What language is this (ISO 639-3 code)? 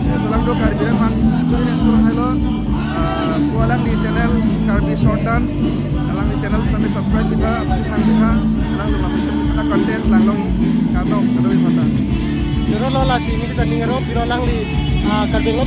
mjw